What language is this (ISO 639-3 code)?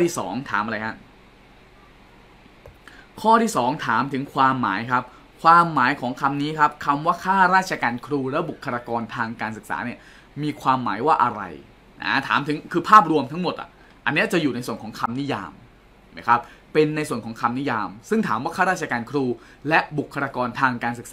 tha